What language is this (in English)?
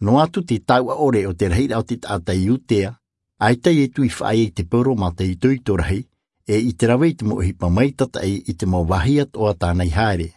Tahitian